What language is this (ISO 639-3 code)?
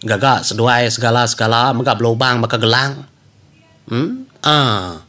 iba